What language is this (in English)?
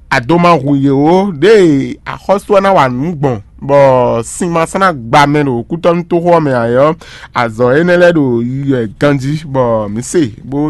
Fon